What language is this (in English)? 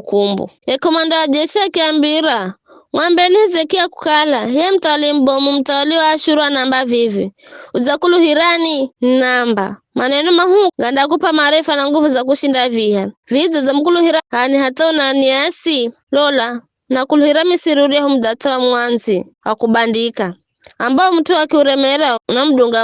Giryama